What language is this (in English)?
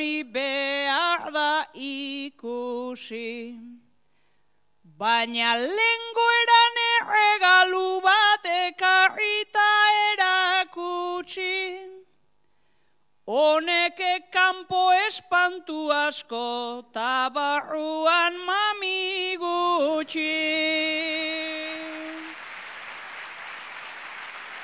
Basque